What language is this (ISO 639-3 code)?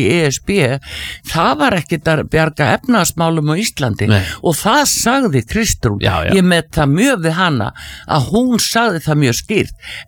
isl